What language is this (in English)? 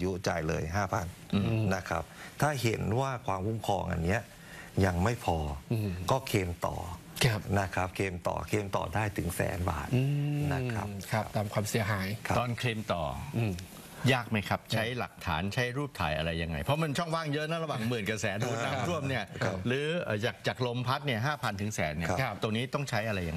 Thai